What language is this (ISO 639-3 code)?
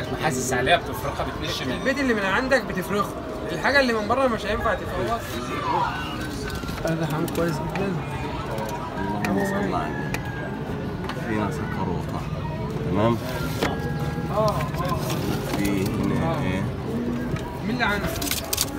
arz